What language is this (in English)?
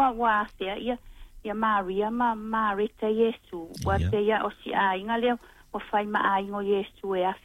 Samoan